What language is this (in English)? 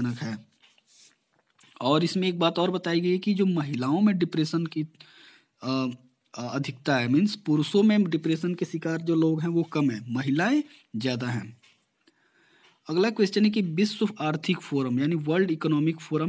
Hindi